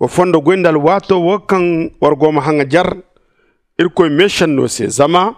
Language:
Zarma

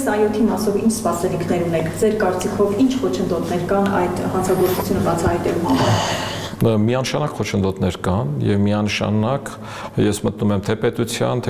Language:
Armenian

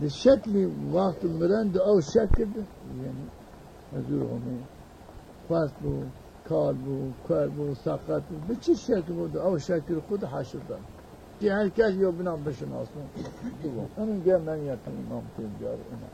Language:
Zaza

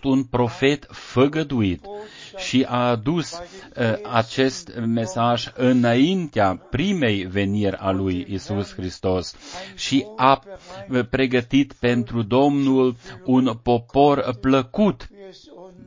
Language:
Romanian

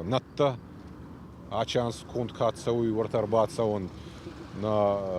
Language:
Ossetic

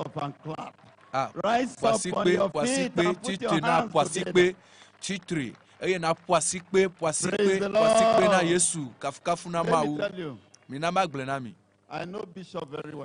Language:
Ewe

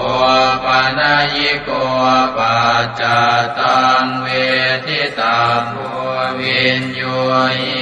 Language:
Pali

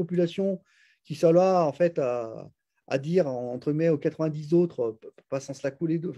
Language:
French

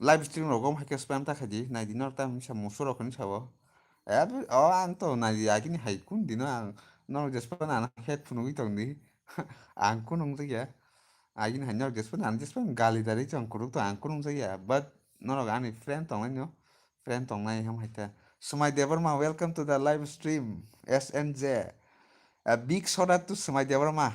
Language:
Kok Borok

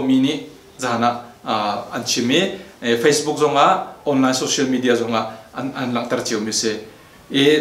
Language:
Hakha Chin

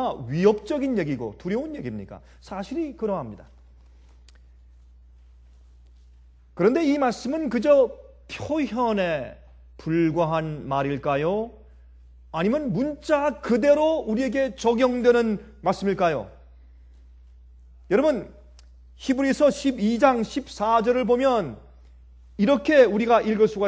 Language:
Korean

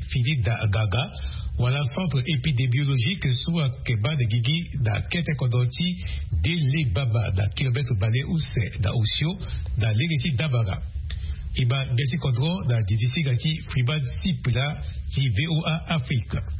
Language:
Sango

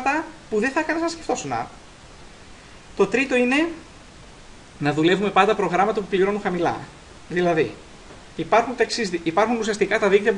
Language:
Greek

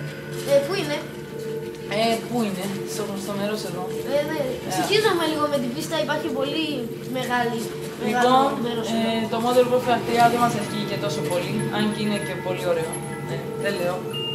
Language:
Greek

